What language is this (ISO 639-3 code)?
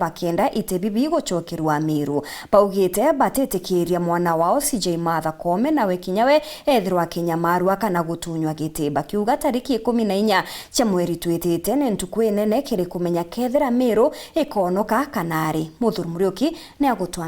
mer